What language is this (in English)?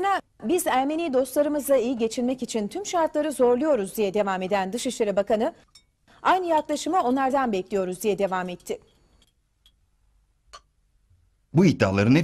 Turkish